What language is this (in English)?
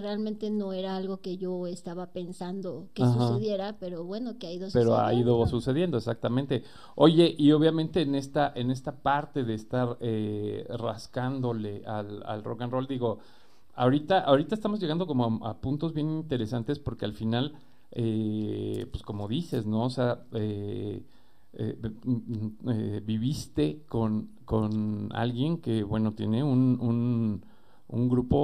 Spanish